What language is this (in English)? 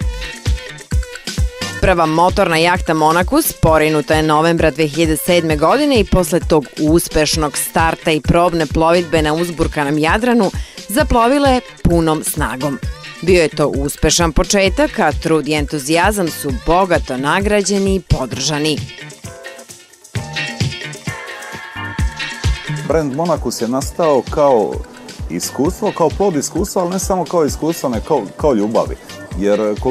Serbian